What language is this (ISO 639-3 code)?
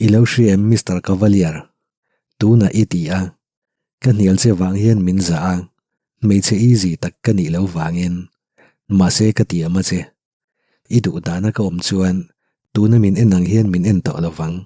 lus